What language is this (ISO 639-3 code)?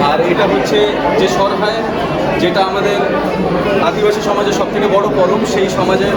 sat